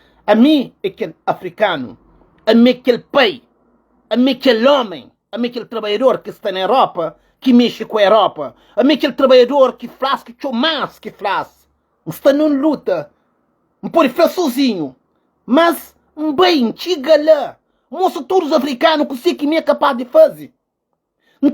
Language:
Kabuverdianu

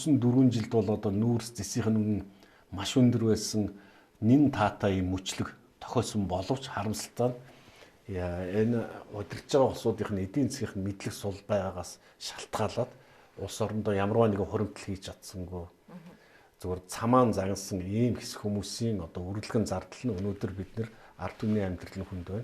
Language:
Mongolian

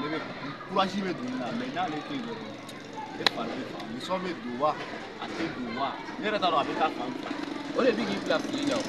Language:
Bambara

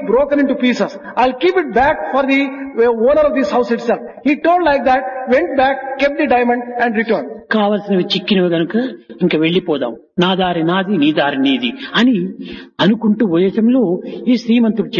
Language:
Telugu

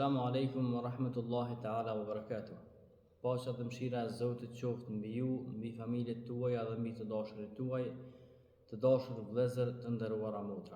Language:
Albanian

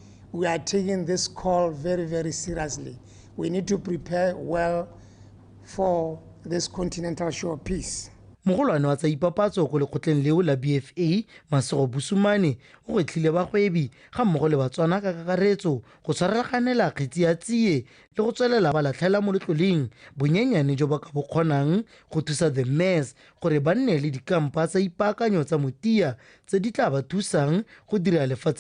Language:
Tswana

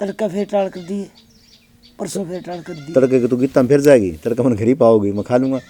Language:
Haryanvi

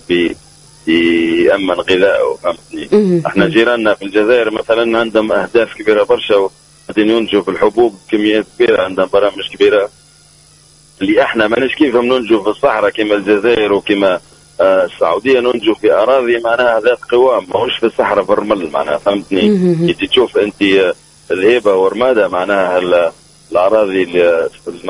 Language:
Tunisian Arabic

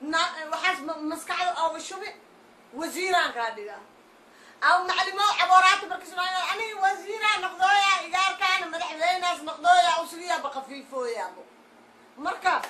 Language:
Somali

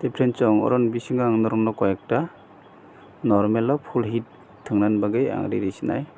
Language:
Kok Borok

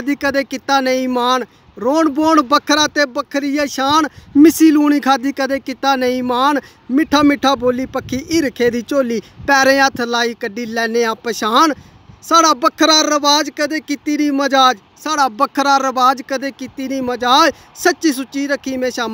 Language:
Dogri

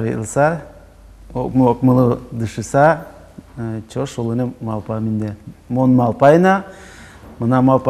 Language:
Udmurt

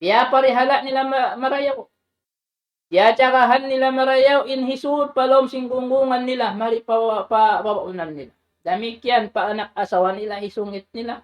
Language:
Tausug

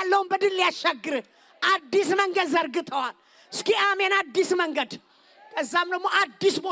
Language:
Amharic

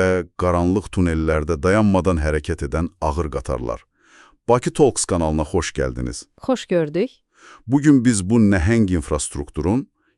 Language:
Azerbaijani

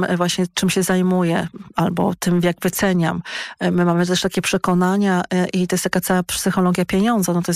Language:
Polish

